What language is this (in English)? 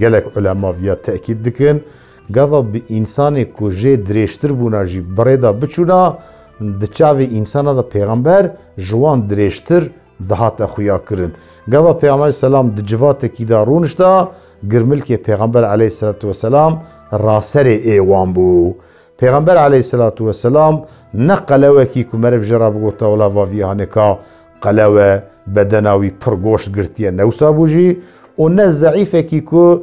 Kurdish